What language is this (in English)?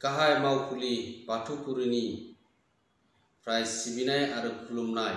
Bodo